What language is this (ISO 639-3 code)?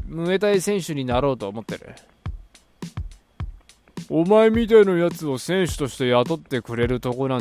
jpn